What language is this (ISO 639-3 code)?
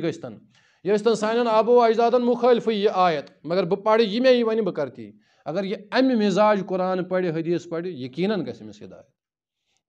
kas